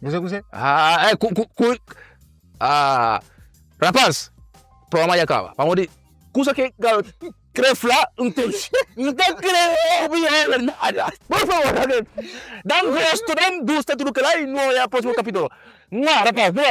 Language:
Kabuverdianu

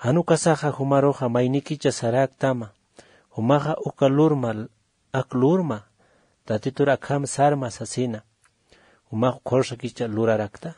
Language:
Aymara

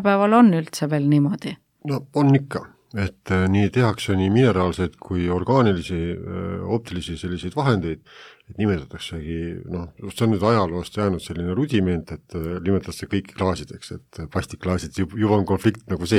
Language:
Estonian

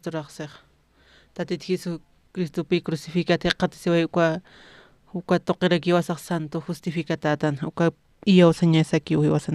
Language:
Aymara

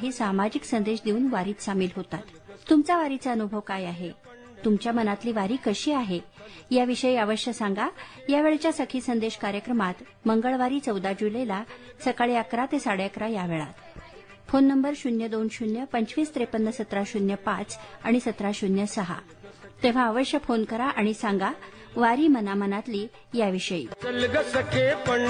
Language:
Marathi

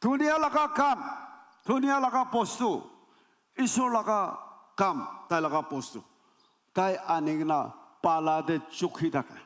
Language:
Naga Pidgin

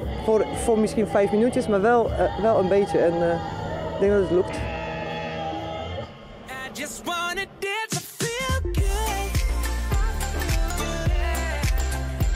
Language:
Dutch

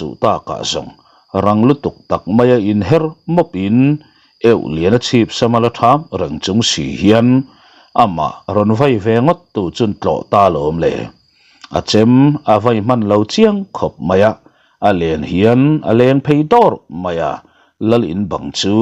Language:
Mizo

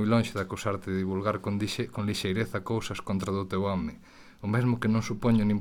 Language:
Galician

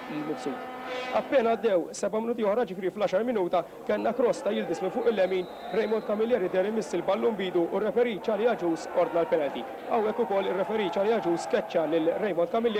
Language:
Maltese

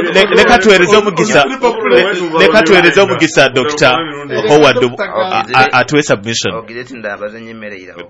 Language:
Nyoro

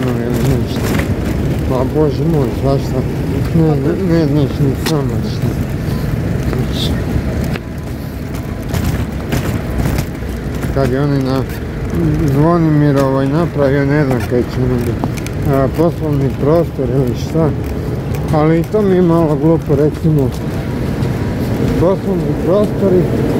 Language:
Croatian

